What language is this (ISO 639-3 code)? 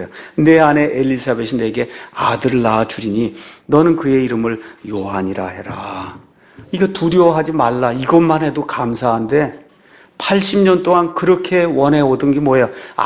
kor